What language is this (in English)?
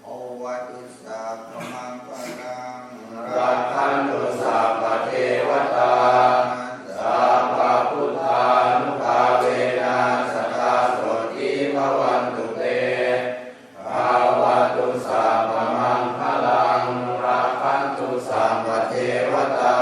Pali